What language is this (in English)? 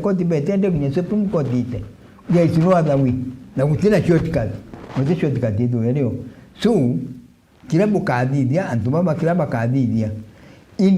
Meru